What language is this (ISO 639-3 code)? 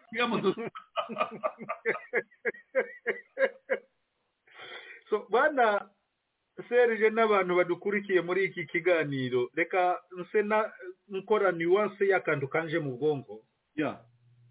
kin